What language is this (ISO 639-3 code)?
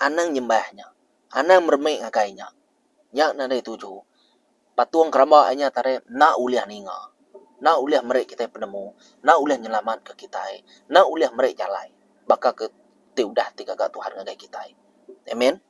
iba